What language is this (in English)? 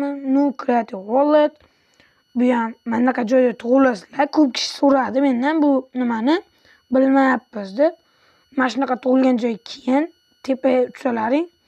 Uzbek